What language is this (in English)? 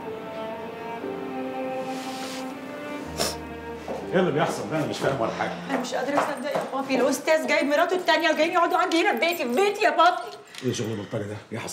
Egyptian Arabic